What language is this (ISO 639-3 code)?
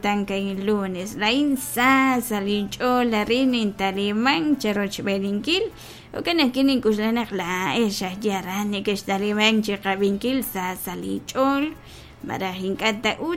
kek